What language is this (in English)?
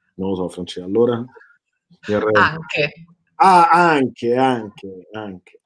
Italian